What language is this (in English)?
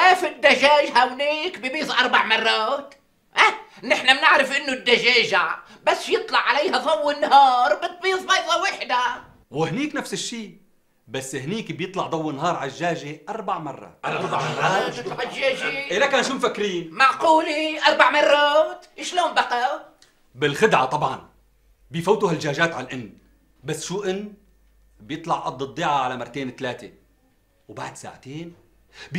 North Levantine Arabic